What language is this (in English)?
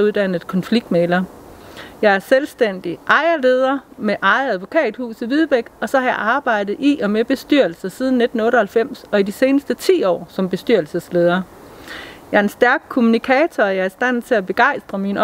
Danish